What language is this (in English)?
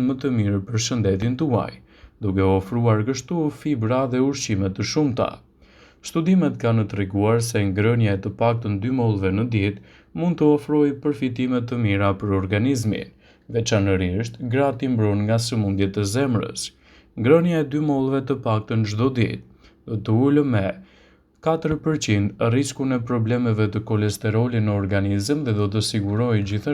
Albanian